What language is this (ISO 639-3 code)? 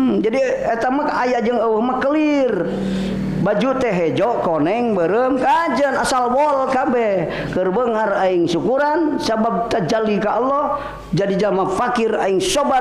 sun